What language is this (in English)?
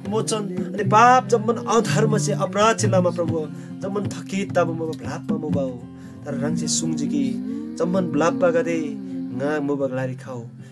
Eastern Tamang